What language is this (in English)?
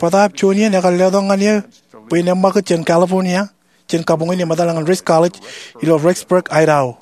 Marshallese